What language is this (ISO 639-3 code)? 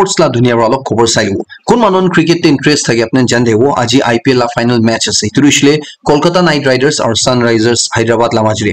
nag